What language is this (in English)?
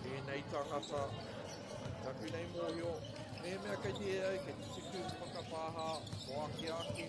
Māori